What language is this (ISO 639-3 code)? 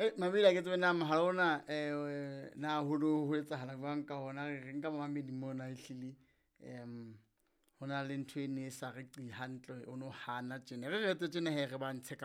sot